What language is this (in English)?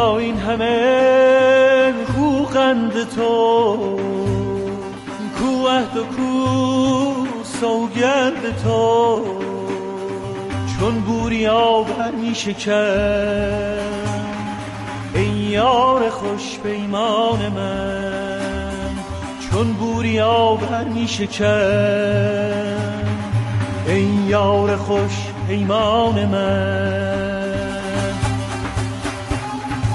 Persian